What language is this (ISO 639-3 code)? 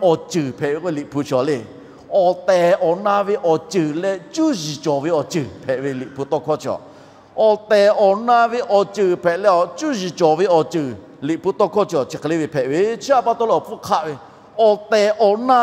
lhu